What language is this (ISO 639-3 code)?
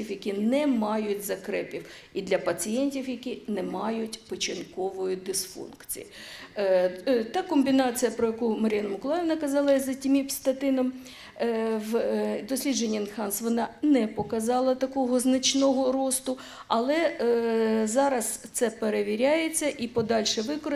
ukr